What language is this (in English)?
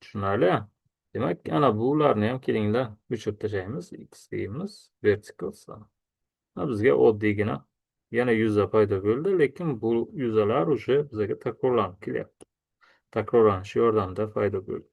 Uzbek